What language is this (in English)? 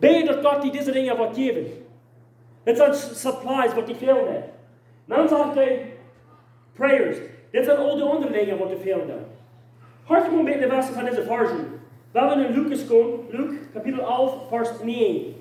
Plautdietsch